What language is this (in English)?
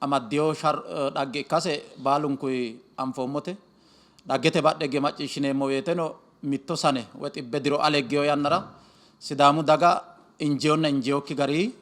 Sidamo